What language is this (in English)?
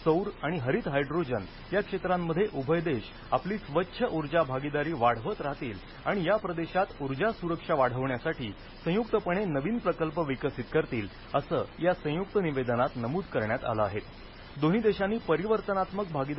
Marathi